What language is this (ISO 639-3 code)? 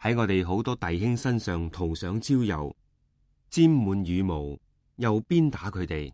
yue